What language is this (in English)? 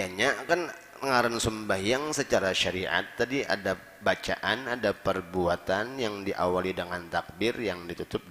Banjar